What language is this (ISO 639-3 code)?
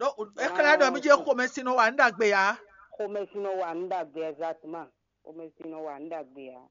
fon